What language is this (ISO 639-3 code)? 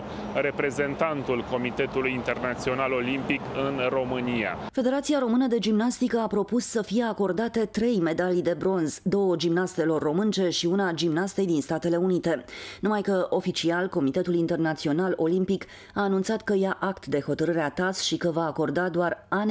ron